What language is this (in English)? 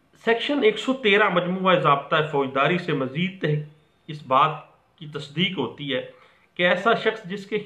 Urdu